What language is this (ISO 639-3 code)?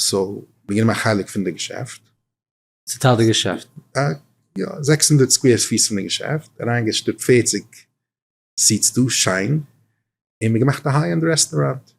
yid